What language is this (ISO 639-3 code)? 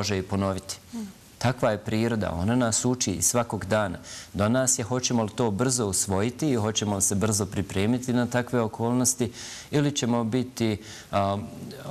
bos